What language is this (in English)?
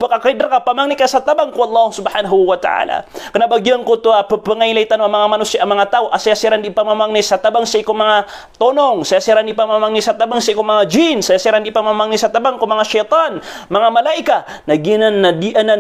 Maranao